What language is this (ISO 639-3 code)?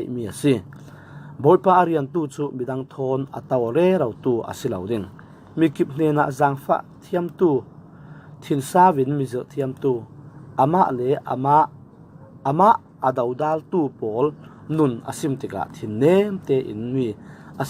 cfm